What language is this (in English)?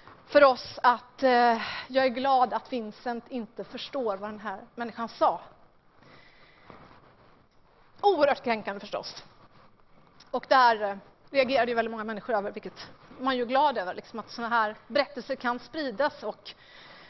Swedish